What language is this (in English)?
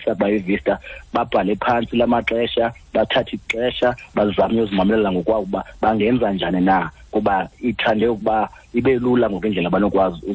Xhosa